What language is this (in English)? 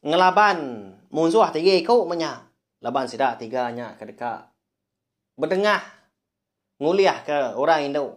Iban